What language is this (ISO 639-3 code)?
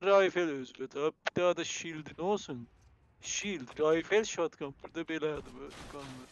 azb